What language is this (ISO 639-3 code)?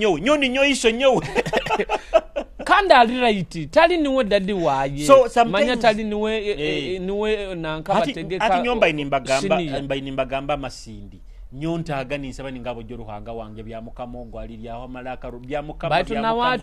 nyo